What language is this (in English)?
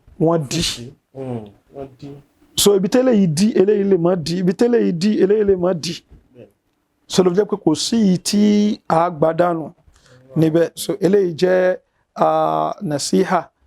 Yoruba